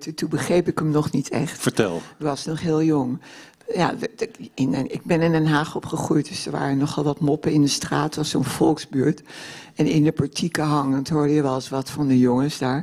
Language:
Dutch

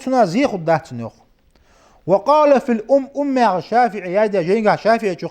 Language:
Ingush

